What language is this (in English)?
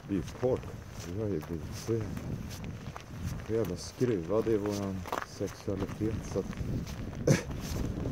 Swedish